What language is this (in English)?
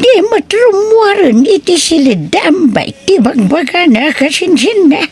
Iloko